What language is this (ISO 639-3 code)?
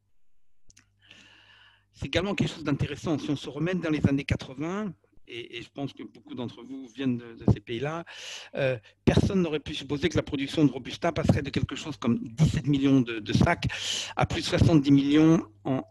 fra